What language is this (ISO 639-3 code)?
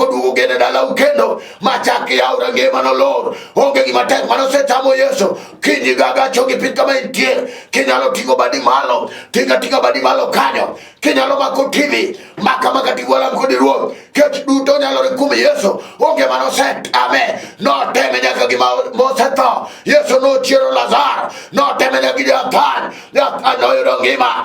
luo